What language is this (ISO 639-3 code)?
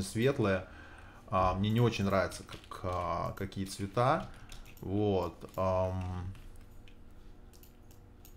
rus